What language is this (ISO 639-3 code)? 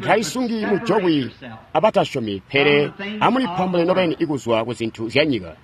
toi